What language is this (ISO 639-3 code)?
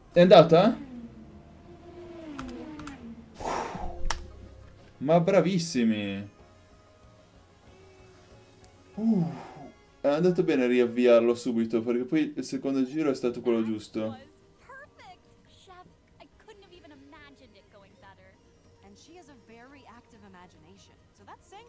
ita